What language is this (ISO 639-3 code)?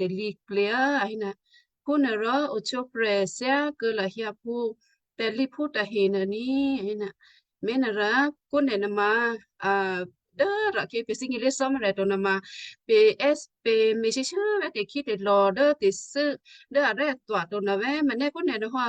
kyu